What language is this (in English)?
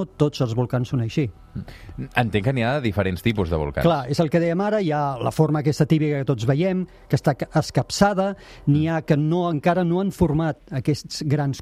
Catalan